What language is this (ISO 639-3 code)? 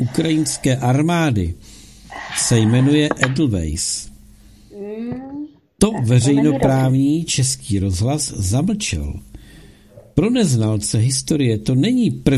ces